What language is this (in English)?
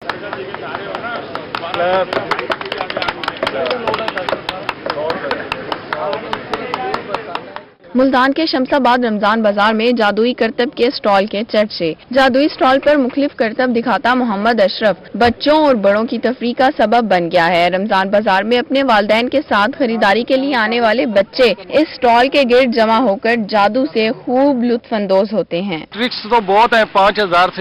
Urdu